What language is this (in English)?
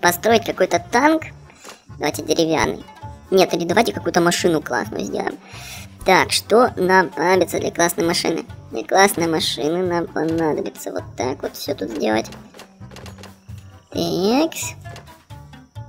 Russian